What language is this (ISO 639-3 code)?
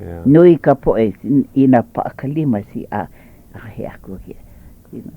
haw